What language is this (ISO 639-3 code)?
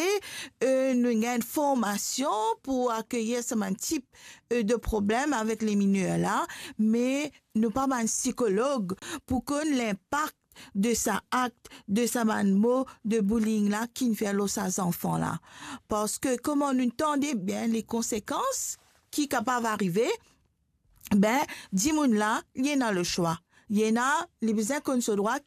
mfe